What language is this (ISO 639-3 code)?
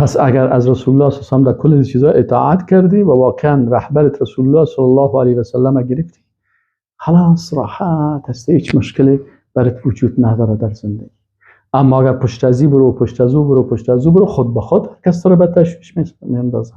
fas